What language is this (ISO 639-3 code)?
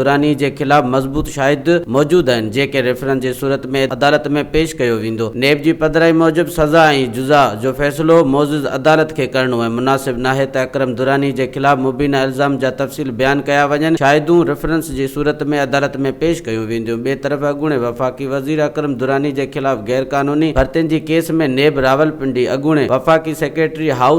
snd